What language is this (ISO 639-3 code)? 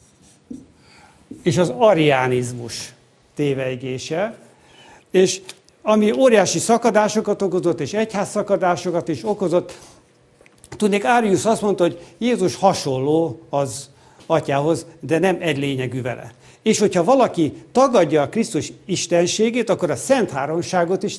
hun